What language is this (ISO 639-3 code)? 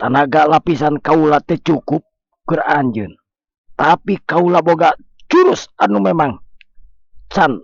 sun